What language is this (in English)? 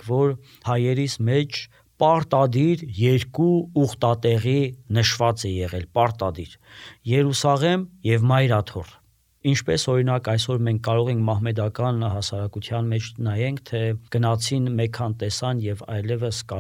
Armenian